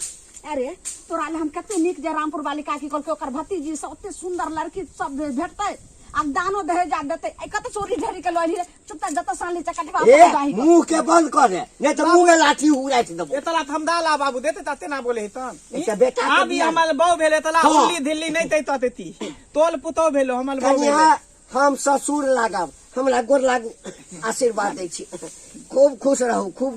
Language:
Maithili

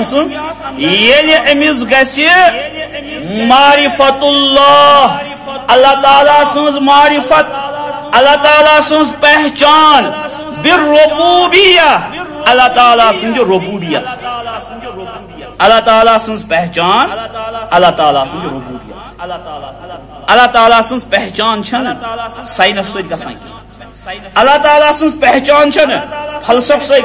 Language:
Kashmiri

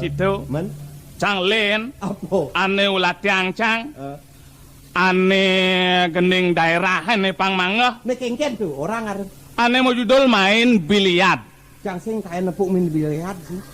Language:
Balinese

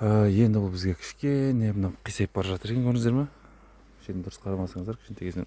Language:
Kazakh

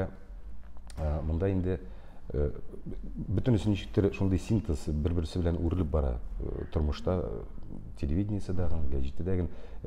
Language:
Tatar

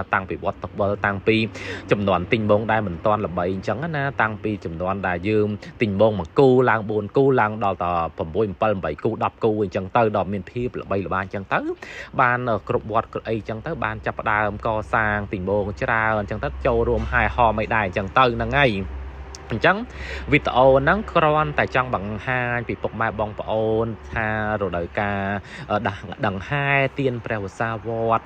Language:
Khmer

